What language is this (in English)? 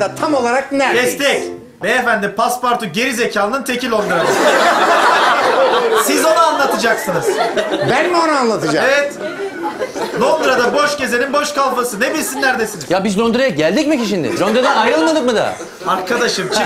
Turkish